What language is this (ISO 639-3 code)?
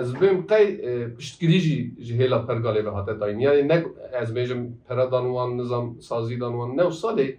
kur